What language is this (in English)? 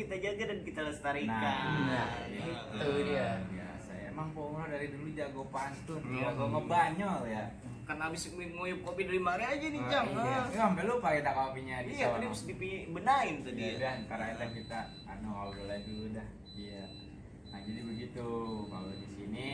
Betawi